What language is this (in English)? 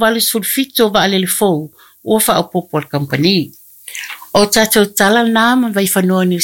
Samoan